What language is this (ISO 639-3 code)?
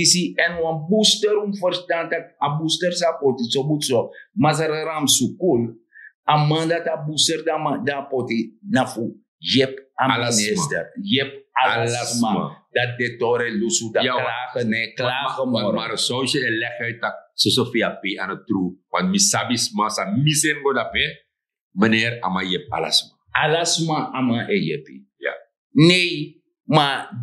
srn